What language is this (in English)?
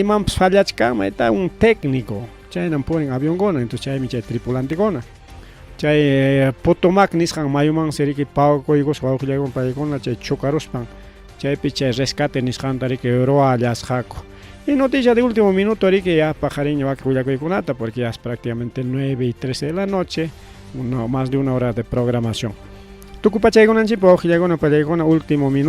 Ayacucho Quechua